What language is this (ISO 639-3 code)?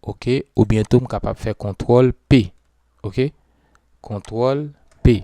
hat